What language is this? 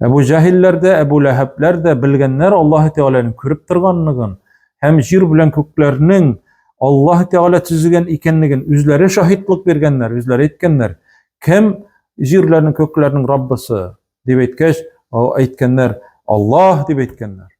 Tatar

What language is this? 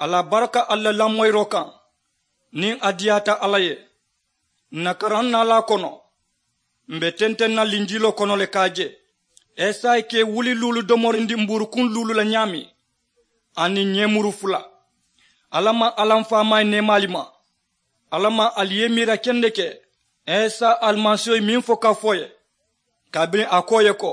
Mandingo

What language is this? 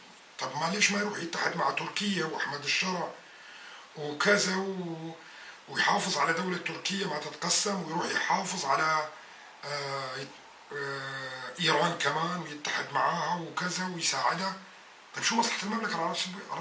North Levantine Arabic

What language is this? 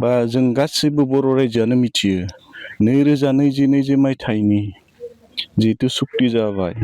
Bodo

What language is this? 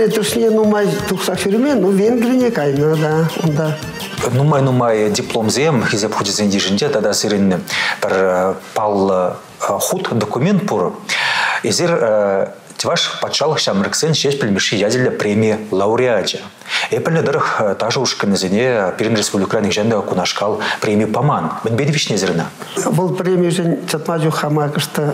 Chuvash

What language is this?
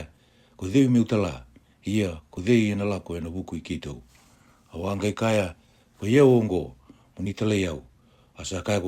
Fijian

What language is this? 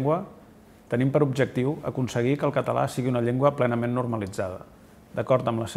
Catalan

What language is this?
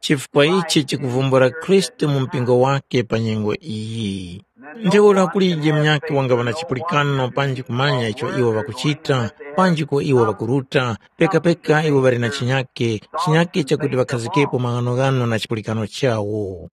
Tumbuka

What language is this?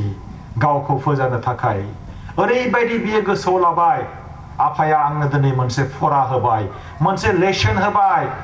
Bodo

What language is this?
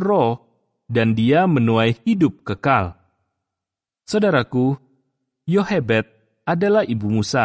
Indonesian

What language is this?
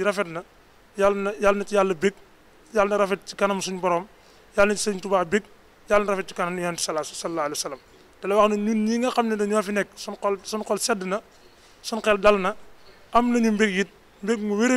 Wolof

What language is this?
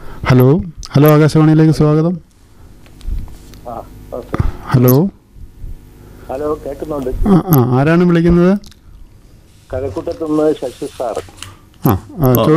Malayalam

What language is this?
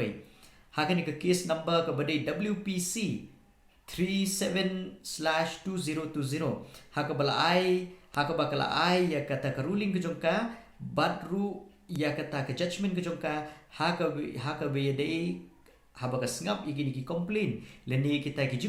Khasi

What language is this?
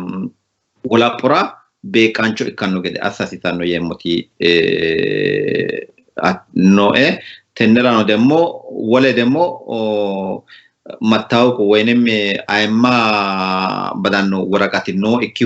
Sidamo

